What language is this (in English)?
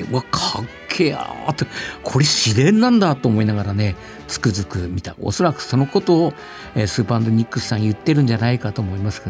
Japanese